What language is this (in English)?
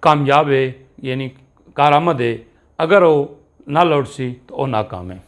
Saraiki